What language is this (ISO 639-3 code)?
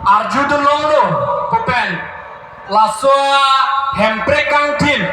mjw